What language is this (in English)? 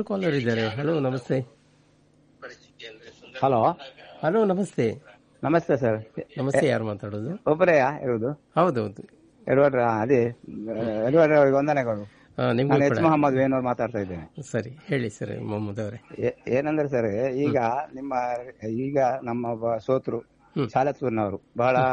Kannada